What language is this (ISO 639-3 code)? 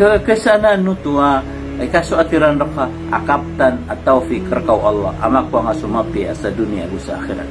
mrw